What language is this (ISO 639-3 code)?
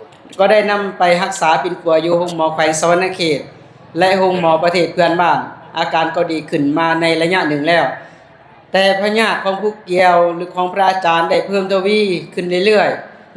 lao